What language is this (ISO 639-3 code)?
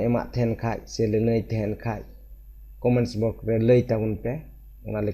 sat